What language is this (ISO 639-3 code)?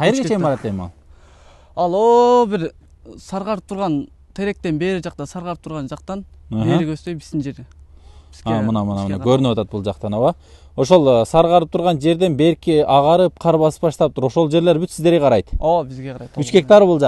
kir